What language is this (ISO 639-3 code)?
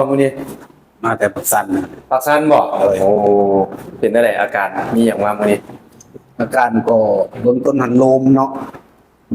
lao